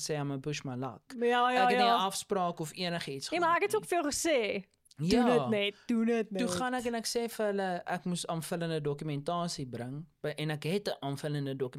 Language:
Afrikaans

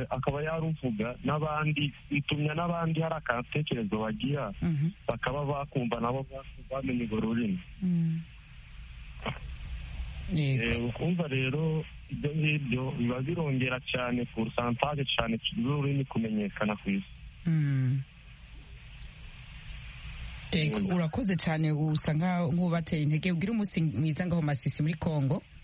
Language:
Kinyarwanda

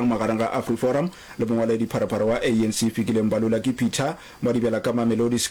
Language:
Northern Sotho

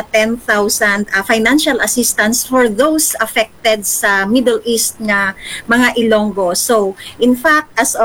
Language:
Hiligaynon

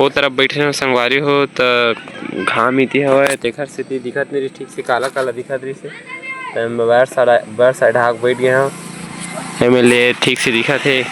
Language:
Chhattisgarhi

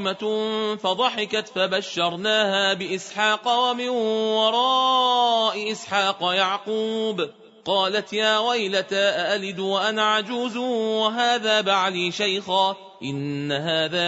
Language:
Arabic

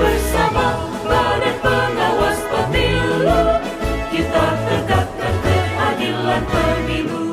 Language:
Minangkabau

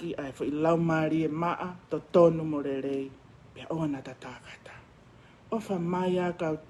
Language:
Tongan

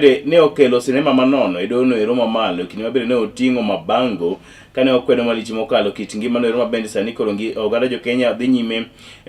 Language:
Luo (Kenya and Tanzania)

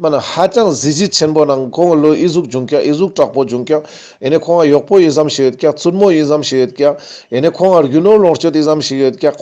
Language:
Ladakhi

